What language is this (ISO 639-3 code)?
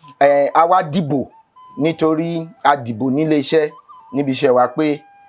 yor